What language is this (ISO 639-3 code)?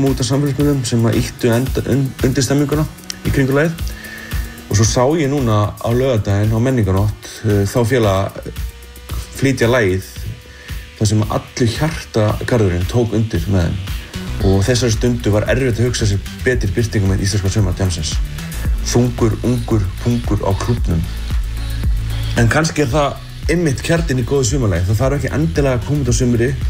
isl